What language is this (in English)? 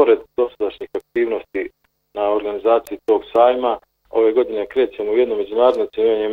Bosnian